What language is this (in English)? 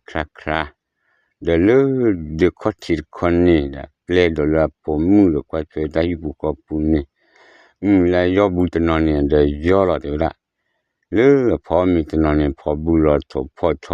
S'gaw Karen